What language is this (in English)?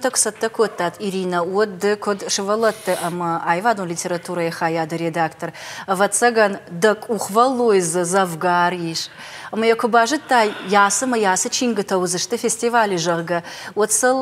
Ossetic